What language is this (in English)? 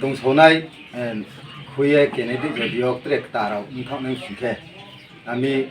Kok Borok